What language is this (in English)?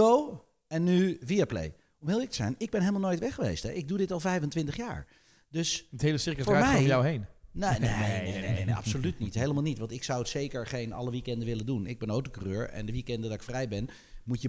Dutch